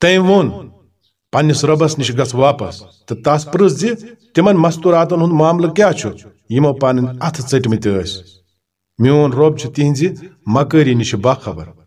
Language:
Kashmiri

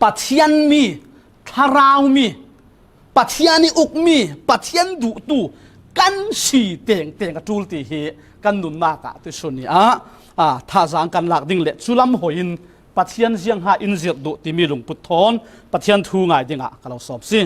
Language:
Falam Chin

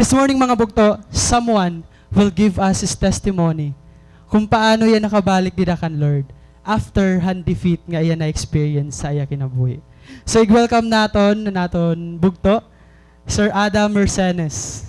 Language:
Waray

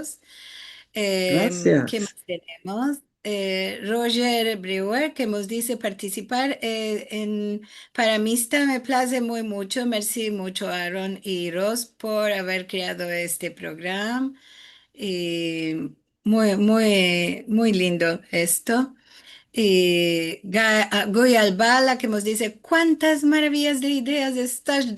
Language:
Ladino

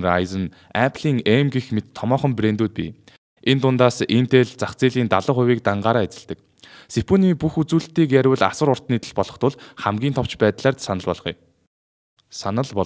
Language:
Mongolian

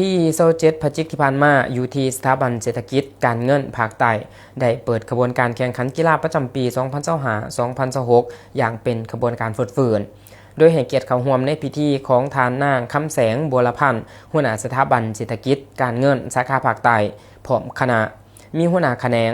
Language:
Lao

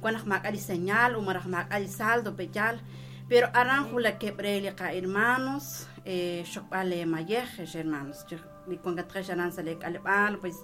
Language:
Kekchí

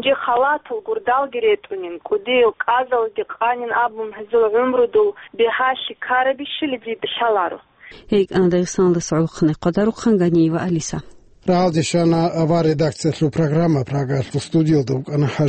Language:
Avaric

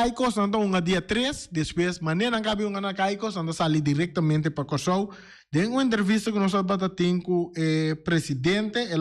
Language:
Papiamento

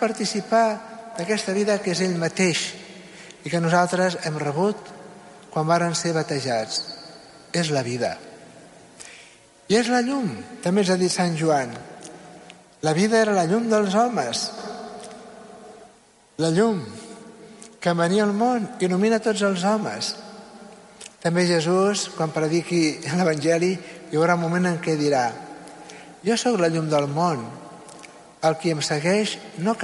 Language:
Catalan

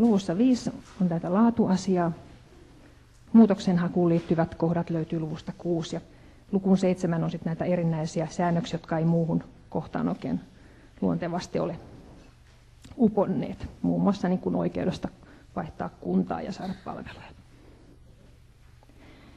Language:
Finnish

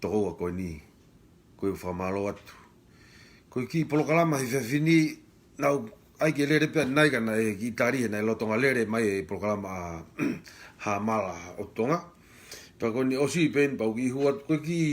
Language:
Tongan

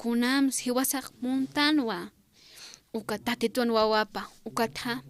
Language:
Aymara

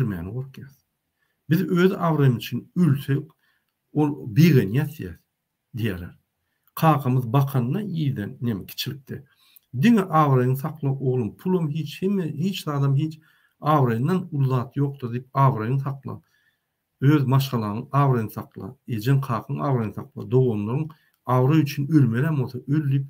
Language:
Turkmen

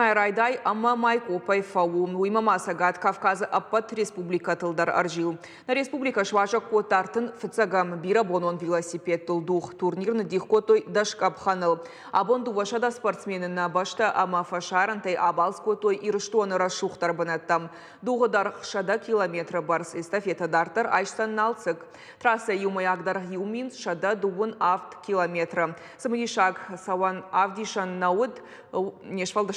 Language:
Ossetic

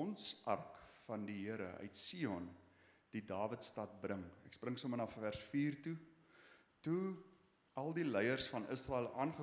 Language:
Afrikaans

